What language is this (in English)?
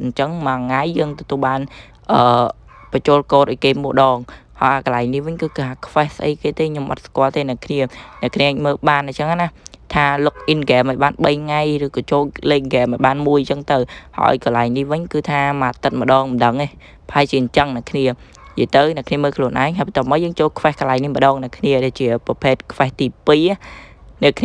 Khmer